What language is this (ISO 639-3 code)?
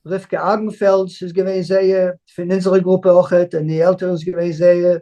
yid